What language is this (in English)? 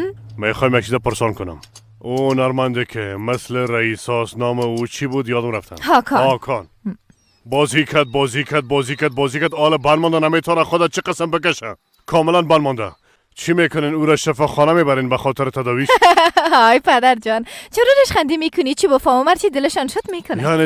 Persian